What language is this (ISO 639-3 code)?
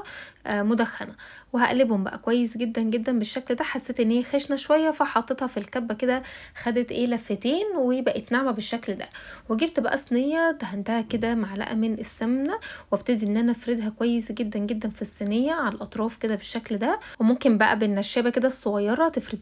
arz